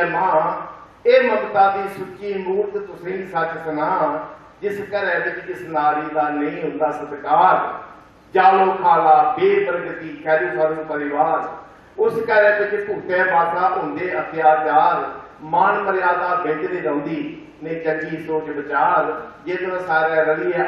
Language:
Dogri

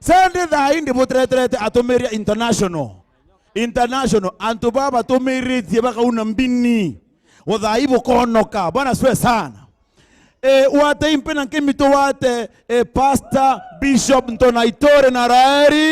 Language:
Meru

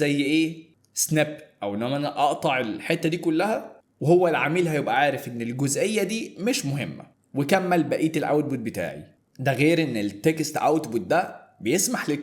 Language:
Egyptian Arabic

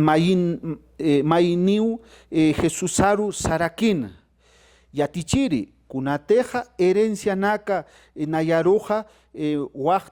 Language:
Aymara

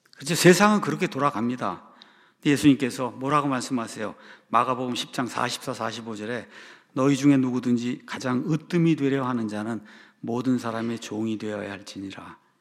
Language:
Korean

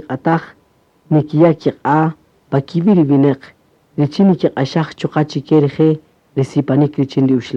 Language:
Kaqchikel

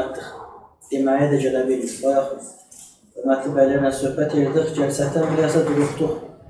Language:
South Azerbaijani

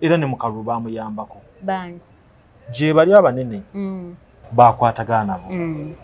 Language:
Ganda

